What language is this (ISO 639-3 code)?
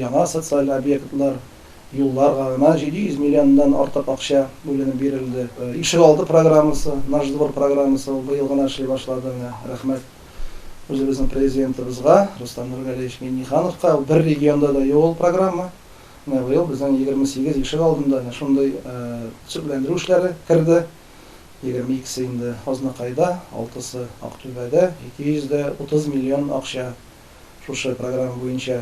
tat